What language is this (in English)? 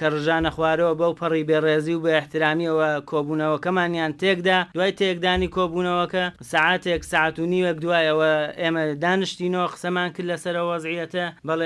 Central Kurdish